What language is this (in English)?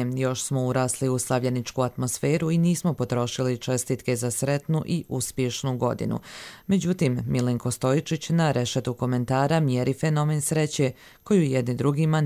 Croatian